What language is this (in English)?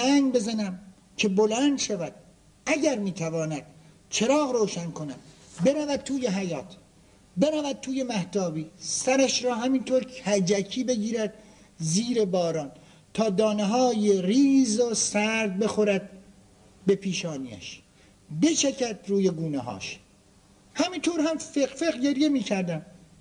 Persian